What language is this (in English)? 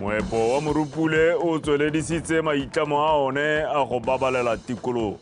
Tswana